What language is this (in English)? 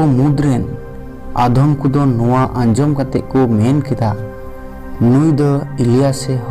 Santali